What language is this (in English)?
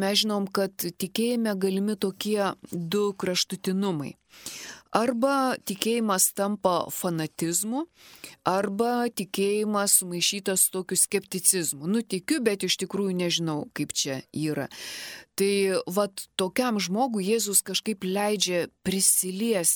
Lithuanian